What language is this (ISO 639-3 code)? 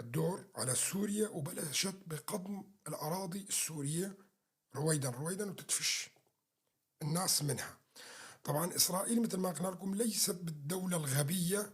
apc